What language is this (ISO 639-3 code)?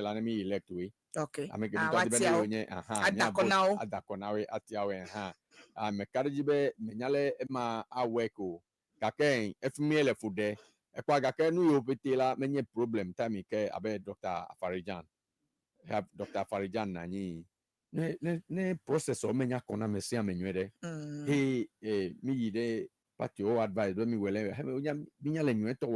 ewe